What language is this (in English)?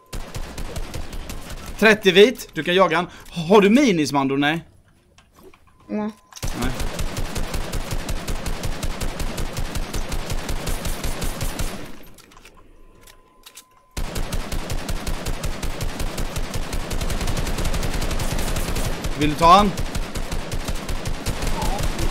Swedish